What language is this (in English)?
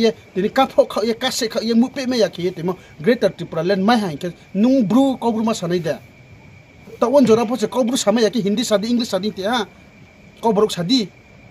Riang (India)